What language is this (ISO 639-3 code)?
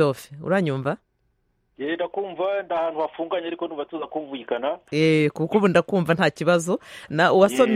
kin